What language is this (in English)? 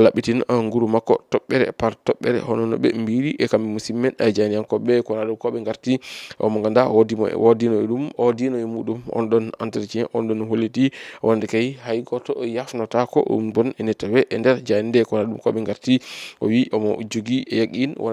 Fula